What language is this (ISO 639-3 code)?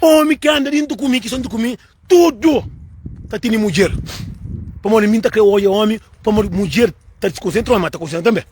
kea